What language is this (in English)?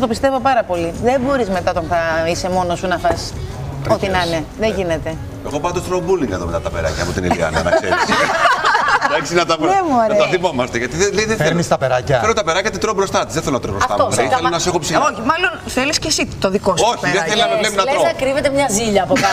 Greek